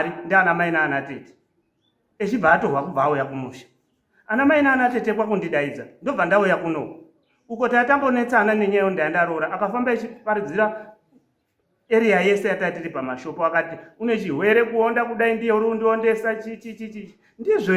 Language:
Shona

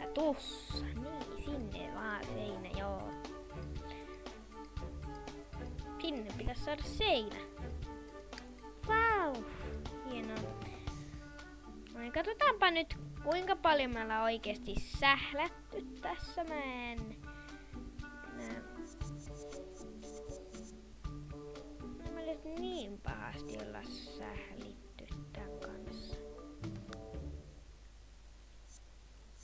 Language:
Finnish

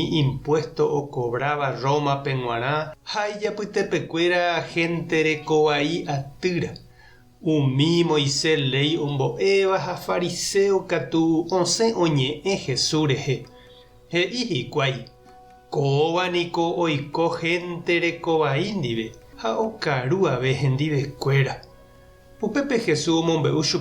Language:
Guarani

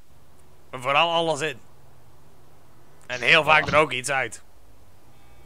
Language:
Dutch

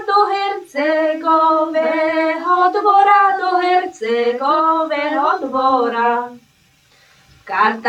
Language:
Slovak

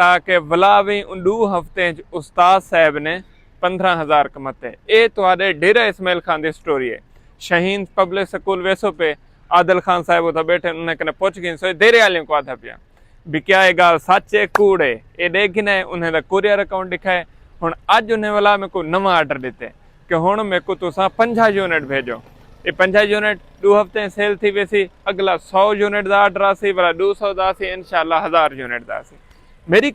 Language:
Saraiki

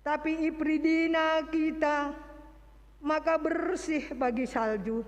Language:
Batak Karo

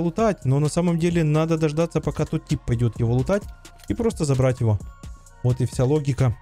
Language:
Russian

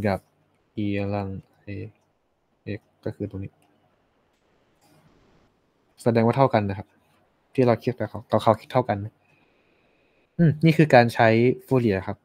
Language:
Thai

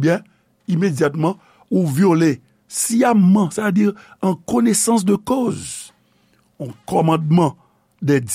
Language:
Haitian Creole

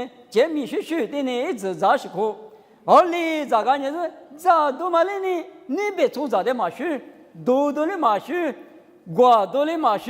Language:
Lisu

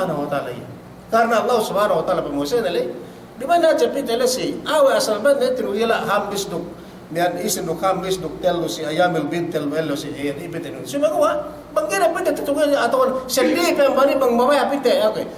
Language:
Yakan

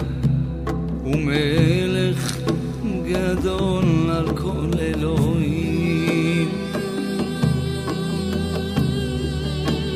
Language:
Estonian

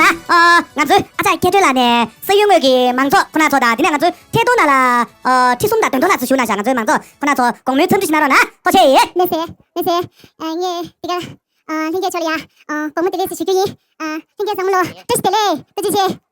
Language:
Tibetan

